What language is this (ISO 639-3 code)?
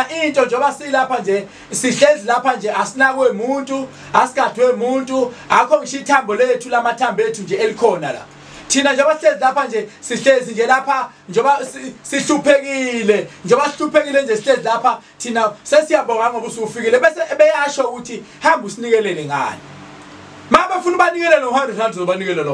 zul